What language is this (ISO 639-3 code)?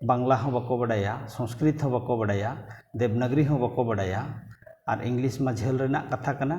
sat